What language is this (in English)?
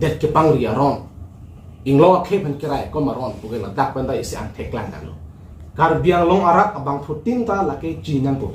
Karbi